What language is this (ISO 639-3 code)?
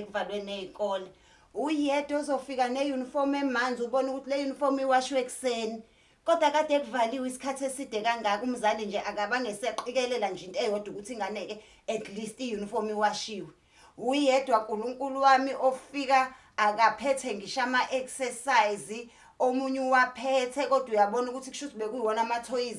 zul